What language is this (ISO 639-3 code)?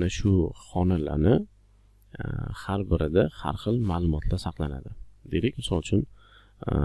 uzb